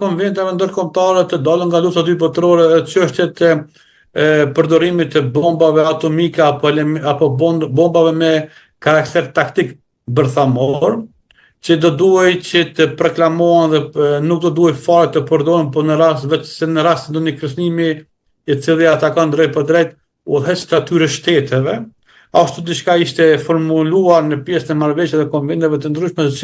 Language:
Albanian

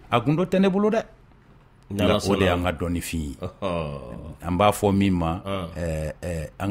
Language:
Bambara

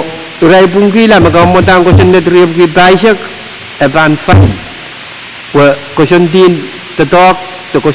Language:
Pohnpeian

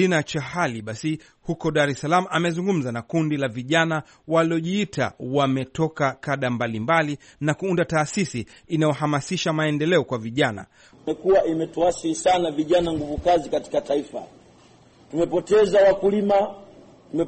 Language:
Swahili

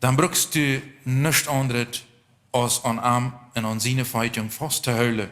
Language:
Plautdietsch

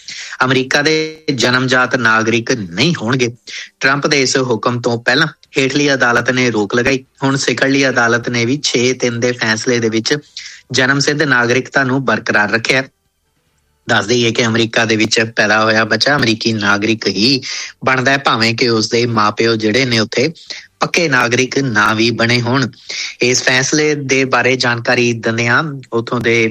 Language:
Punjabi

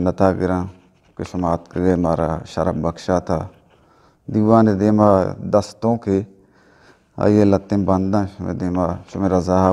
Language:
Eastern Balochi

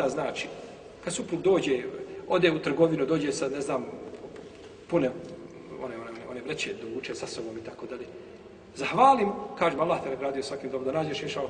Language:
Bosnian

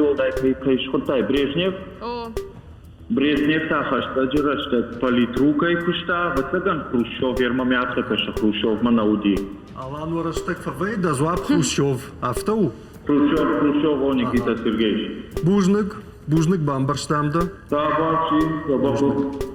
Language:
Ossetic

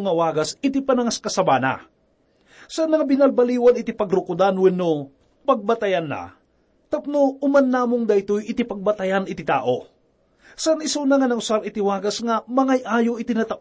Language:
Iloko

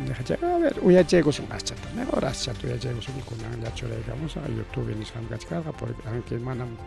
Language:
Ayacucho Quechua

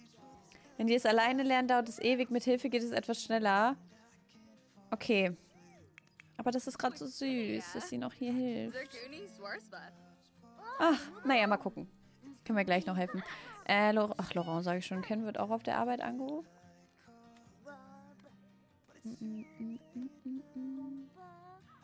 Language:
German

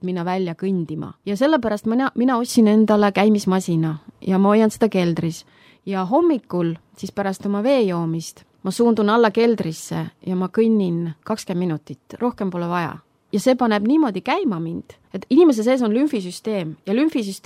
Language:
Estonian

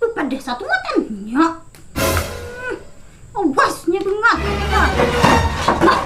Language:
Banjar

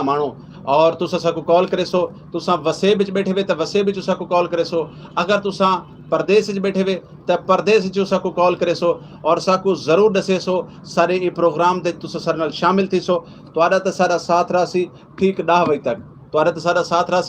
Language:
Saraiki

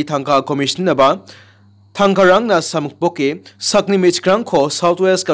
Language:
Garo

